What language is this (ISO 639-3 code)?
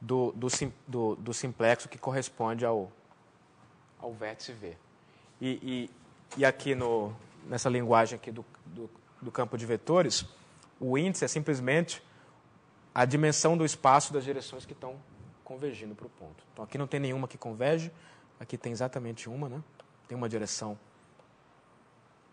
por